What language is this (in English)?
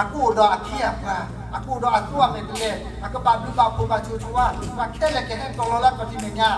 S'gaw Karen